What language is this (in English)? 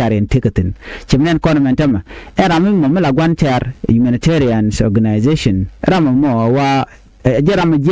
Nuer